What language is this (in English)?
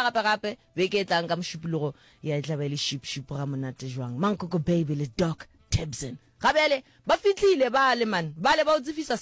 Northern Sotho